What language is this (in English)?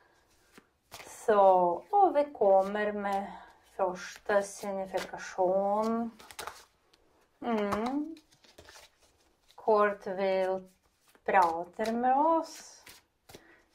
Norwegian